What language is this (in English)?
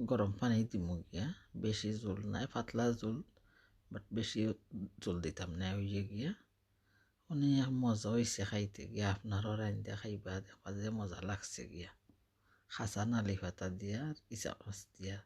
Sylheti